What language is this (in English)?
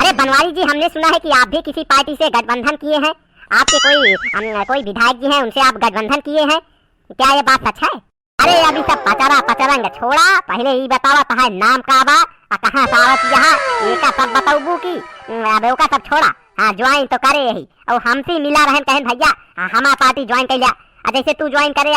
Awadhi